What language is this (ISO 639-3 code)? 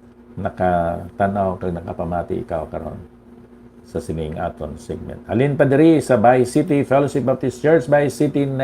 hil